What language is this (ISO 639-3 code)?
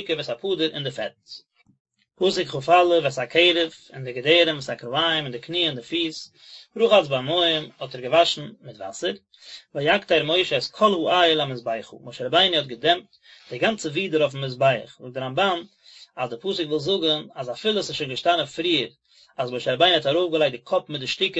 yid